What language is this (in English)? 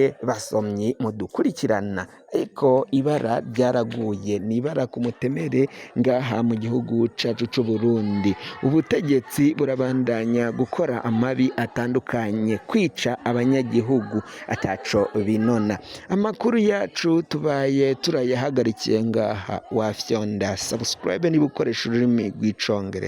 Rundi